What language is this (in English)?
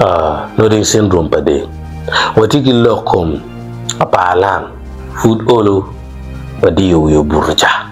Acoli